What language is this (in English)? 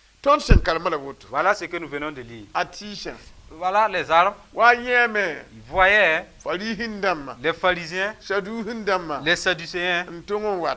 Mossi